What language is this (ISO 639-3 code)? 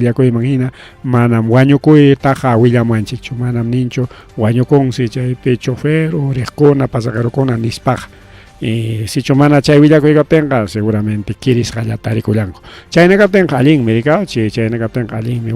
quy